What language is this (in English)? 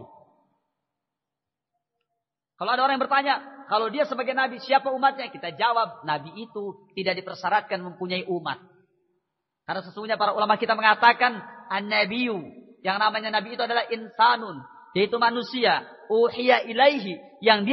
Indonesian